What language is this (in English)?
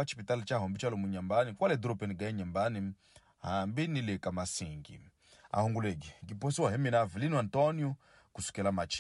Tsonga